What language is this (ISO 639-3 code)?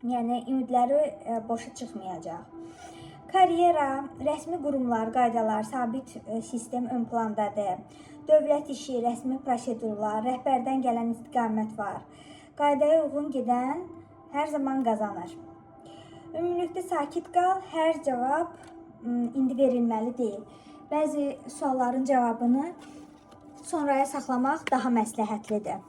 aze